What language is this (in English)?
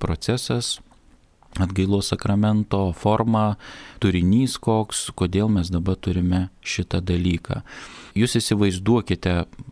Lithuanian